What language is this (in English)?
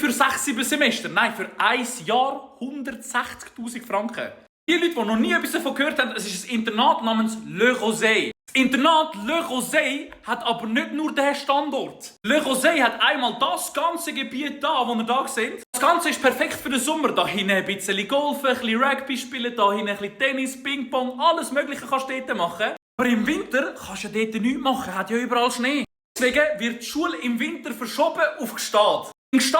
Swiss German